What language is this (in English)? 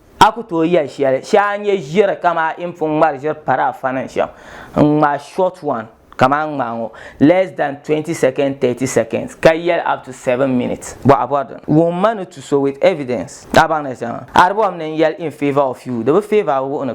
Dagbani